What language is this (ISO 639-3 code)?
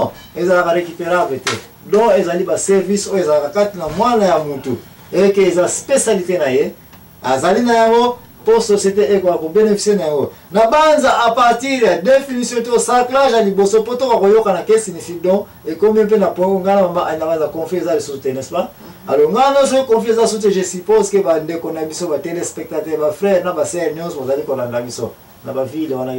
lin